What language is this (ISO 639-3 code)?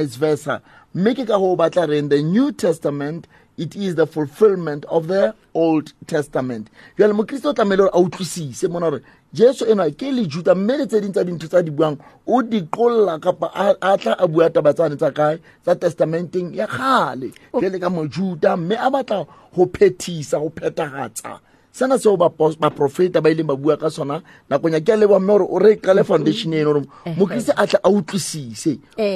sot